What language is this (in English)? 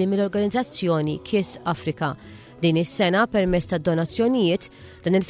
Maltese